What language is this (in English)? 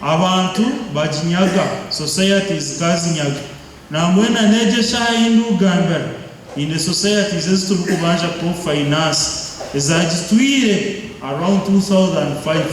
Nyankole